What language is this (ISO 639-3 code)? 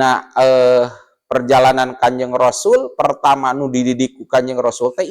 sun